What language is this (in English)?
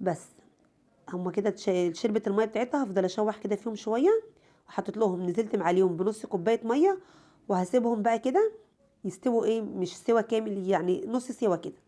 Egyptian Arabic